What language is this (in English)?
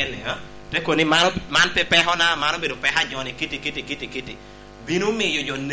Lango (Uganda)